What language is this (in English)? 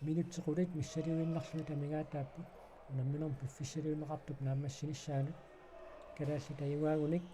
Kalaallisut